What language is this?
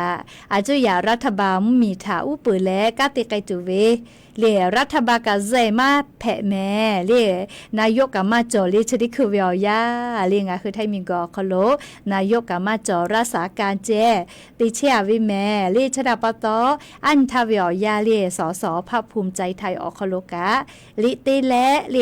Lahu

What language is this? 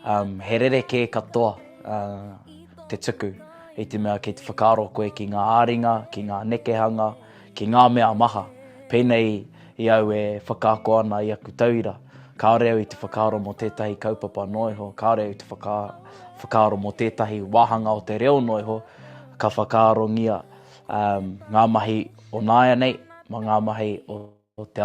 Māori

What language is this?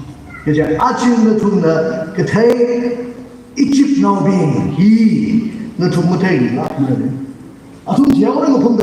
Tangkhul Naga (India)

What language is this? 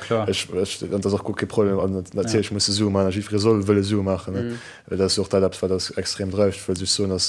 Luxembourgish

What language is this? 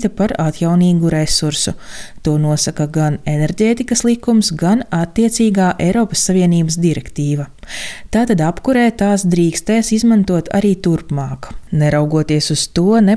Latvian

